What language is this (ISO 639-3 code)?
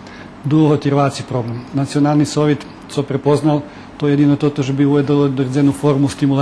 rue